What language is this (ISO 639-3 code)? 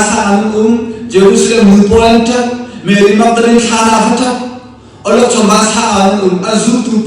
cnh